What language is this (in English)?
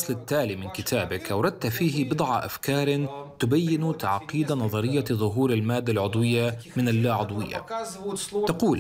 Arabic